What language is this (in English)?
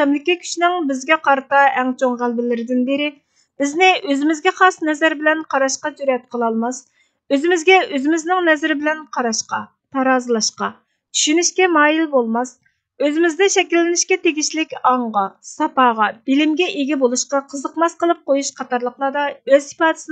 Uyghur